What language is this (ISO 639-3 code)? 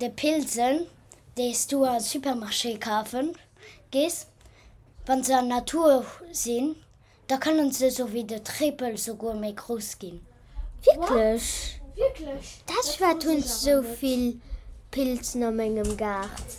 ltz